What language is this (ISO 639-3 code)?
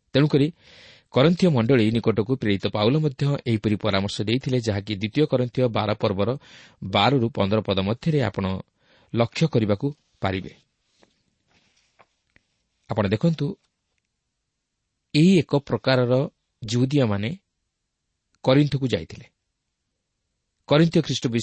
ori